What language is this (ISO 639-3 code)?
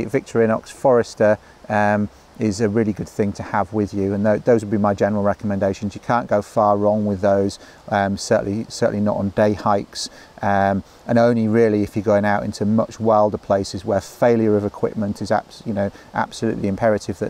eng